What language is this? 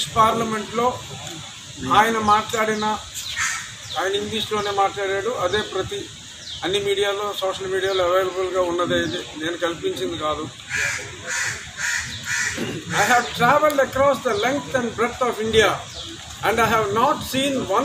Telugu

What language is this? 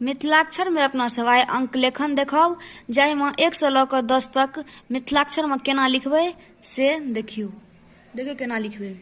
Maithili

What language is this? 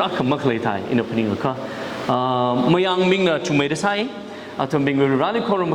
Tangkhul Naga (India)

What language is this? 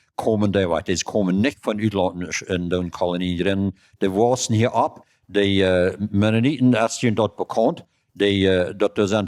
Plautdietsch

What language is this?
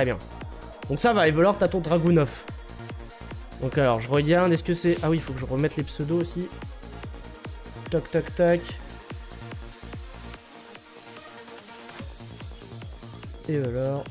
French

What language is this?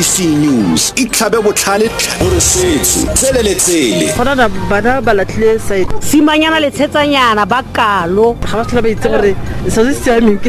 Tswana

